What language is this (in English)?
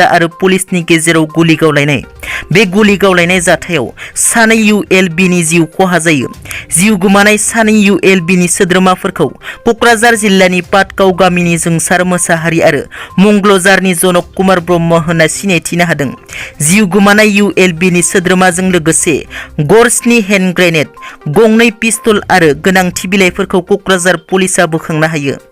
Bodo